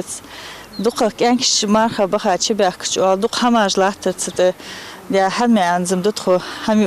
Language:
Ingush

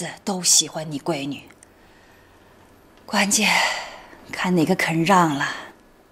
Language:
Chinese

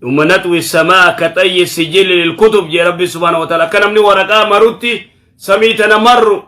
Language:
Oromo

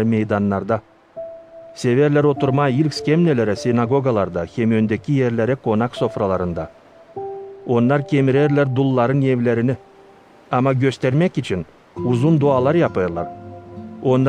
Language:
Gagauz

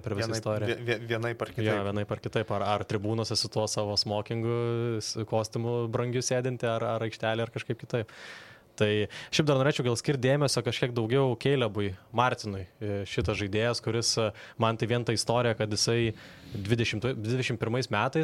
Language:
Lithuanian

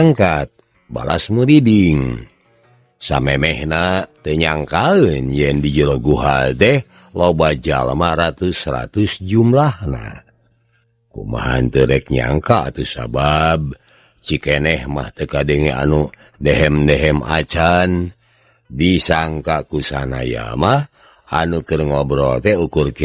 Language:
Sundanese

